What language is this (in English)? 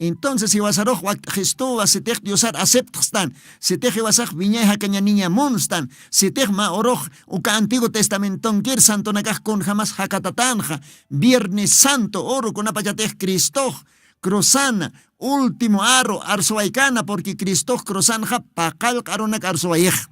Aymara